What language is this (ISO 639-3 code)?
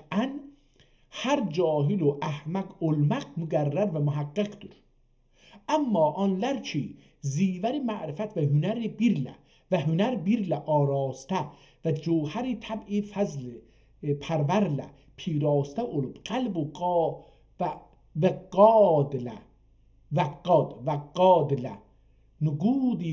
azb